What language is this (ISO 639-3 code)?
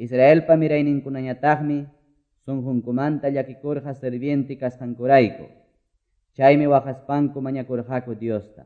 que